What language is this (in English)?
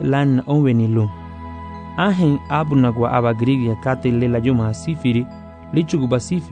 Garifuna